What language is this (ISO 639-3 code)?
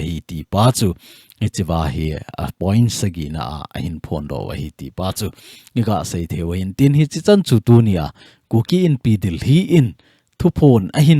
tcz